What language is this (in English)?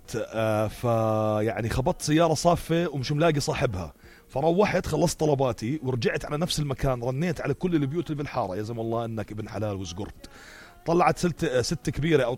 North Levantine Arabic